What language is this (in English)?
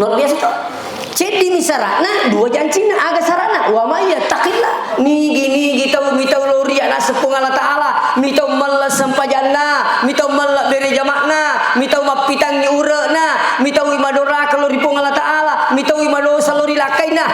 Buginese